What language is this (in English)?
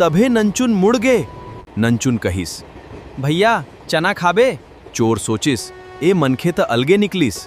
Chhattisgarhi